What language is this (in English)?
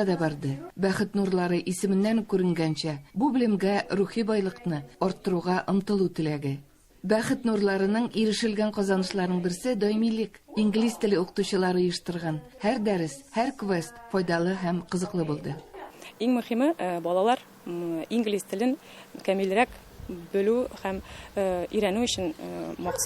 Tatar